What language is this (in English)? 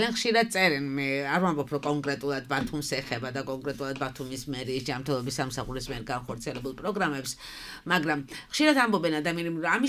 Georgian